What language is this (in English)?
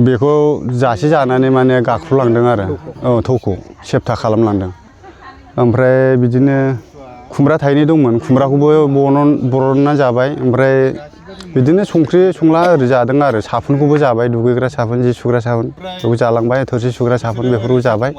Bodo